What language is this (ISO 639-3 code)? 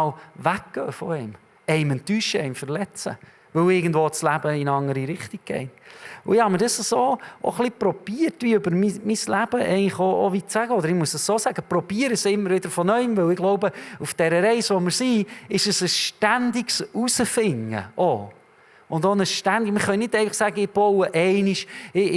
gsw